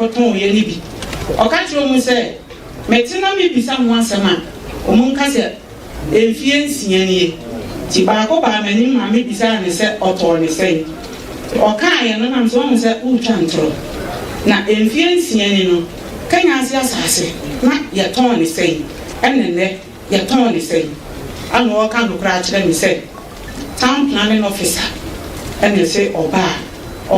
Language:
Akan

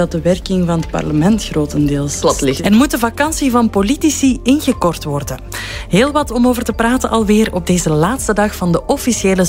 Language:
Dutch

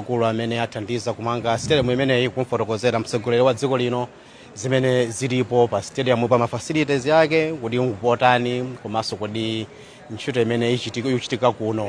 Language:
Nyanja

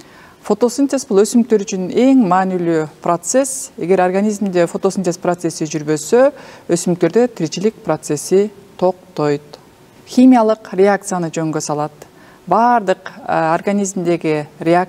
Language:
Kyrgyz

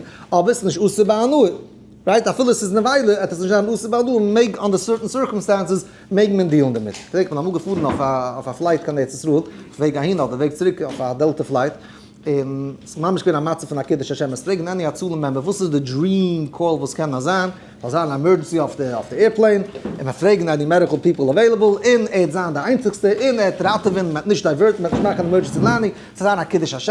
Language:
Yiddish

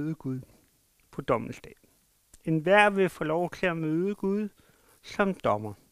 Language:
Danish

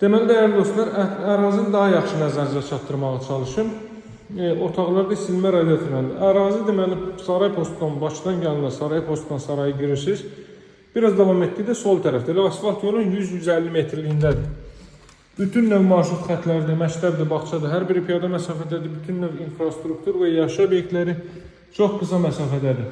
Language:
Azerbaijani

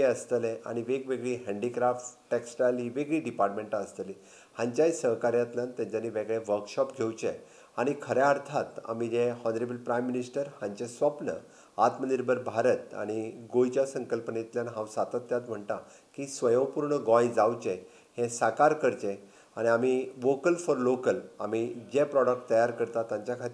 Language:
Konkani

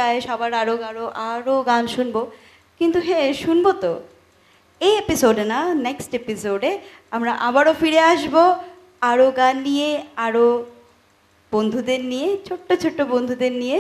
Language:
Bangla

